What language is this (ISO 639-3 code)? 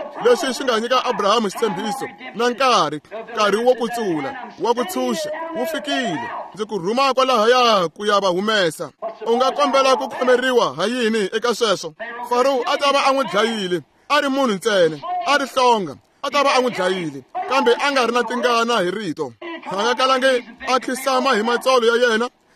tso